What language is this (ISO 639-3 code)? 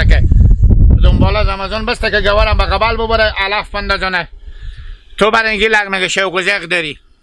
haz